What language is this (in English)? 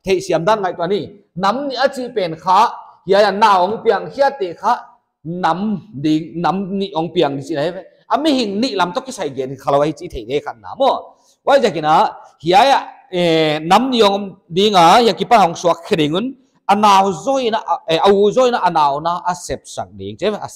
Paite Chin